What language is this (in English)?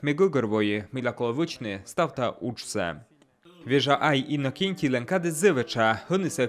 Komi